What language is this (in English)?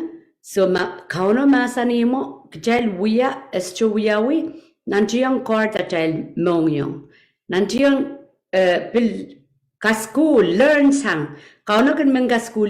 Pohnpeian